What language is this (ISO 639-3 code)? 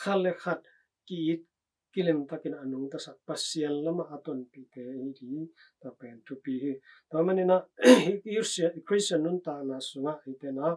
ctd